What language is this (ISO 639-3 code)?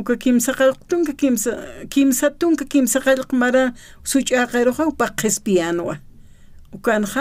aym